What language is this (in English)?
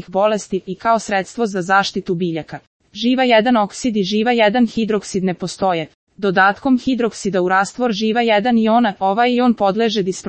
Serbian